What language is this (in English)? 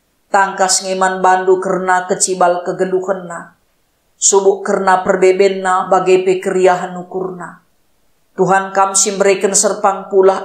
Batak Karo